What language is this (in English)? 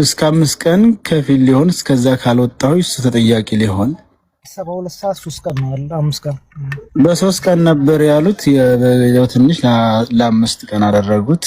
Amharic